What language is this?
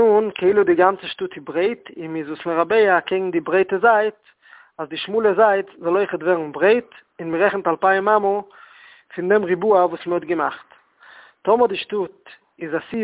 Yiddish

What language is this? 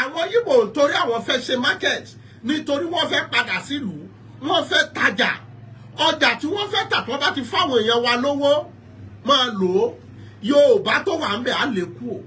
Yoruba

